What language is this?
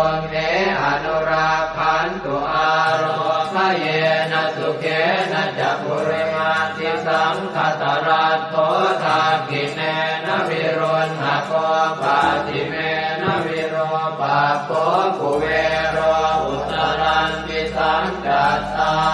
Pali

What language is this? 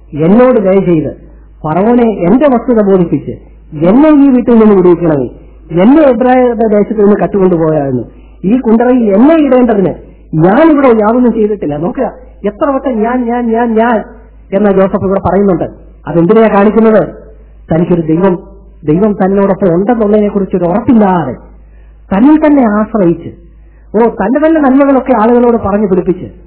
Malayalam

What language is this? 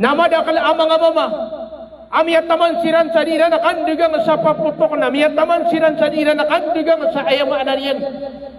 Maranao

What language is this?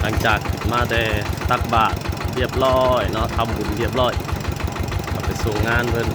Northeastern Thai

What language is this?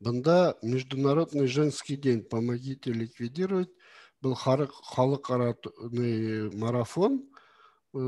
Bashkir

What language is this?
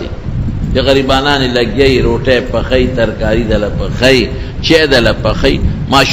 Pashto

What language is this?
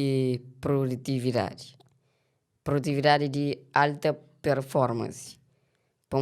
Kabuverdianu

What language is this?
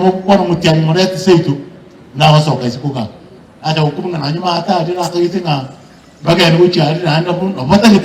Gusii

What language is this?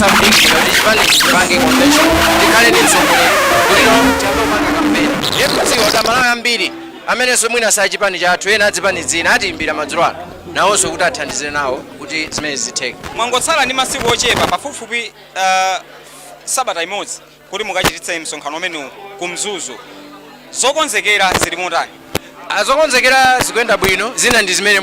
Nyanja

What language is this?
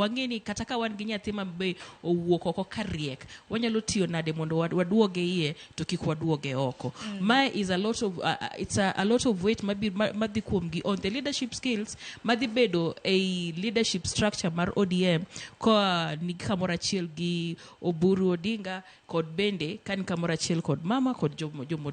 Luo (Kenya and Tanzania)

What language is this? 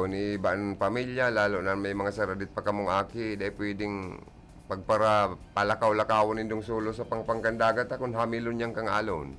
Bikol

